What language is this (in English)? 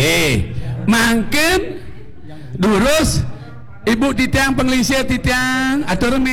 Balinese